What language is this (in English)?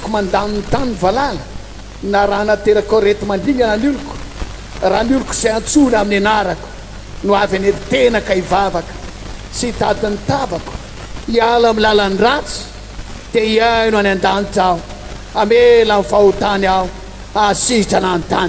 Malagasy